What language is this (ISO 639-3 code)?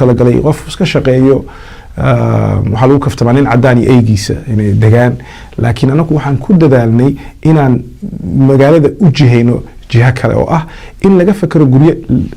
som